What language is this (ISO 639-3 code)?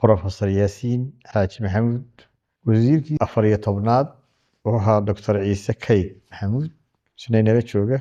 som